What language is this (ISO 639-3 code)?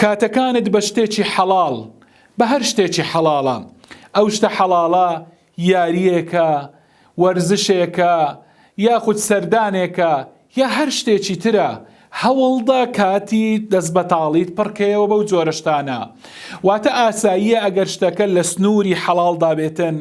ckb